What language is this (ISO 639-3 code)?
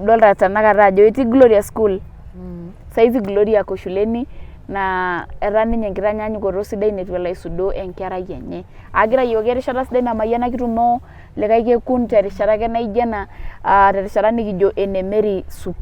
mas